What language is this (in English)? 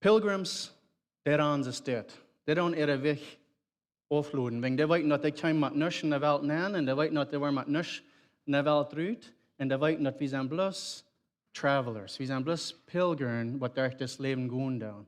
Plautdietsch